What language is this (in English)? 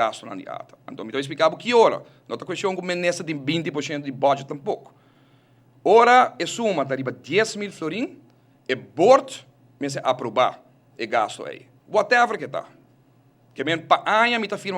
Papiamento